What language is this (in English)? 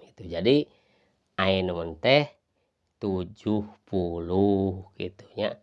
Sundanese